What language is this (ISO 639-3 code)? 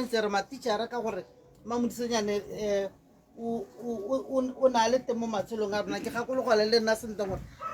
tsn